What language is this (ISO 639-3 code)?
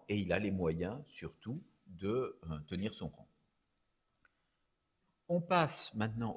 fra